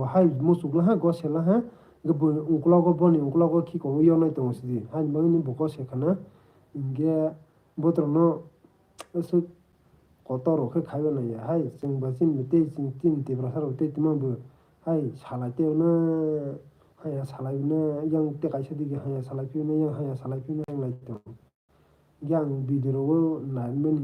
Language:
Kok Borok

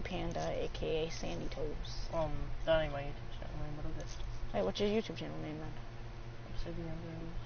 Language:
English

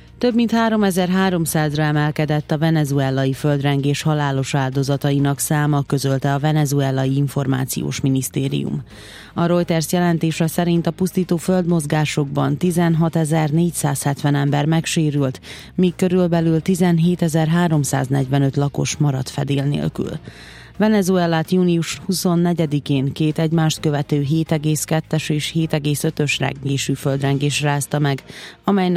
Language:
Hungarian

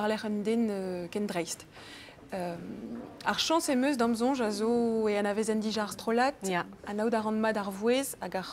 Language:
Breton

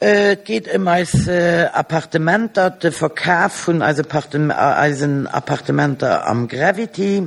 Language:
Luxembourgish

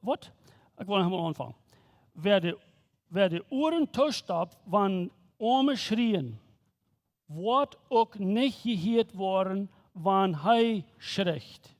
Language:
Plautdietsch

